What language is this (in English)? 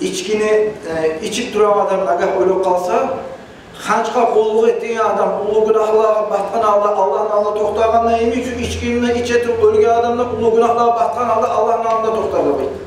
Kumyk